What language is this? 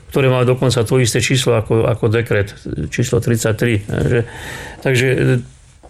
Slovak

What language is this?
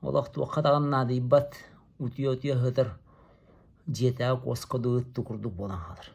Yakut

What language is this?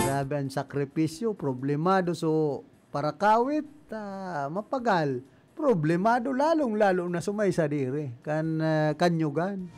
Bikol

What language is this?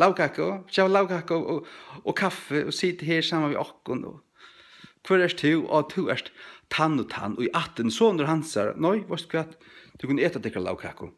Faroese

